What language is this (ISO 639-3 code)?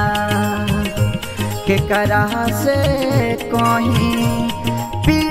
bho